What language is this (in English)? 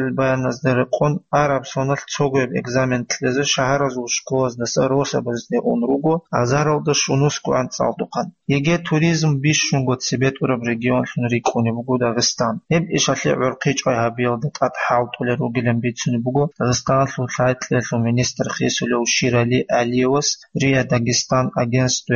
Avaric